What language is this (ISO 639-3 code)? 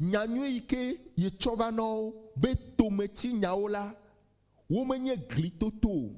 ewe